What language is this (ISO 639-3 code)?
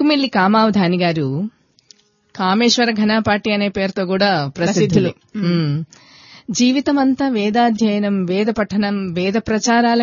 tel